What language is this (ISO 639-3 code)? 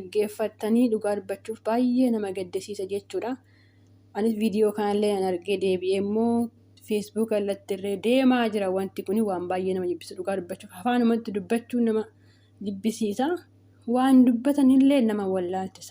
orm